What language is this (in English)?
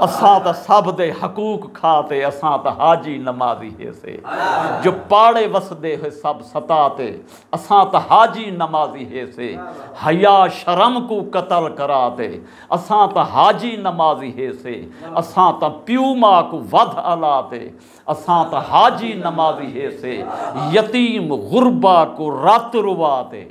Saraiki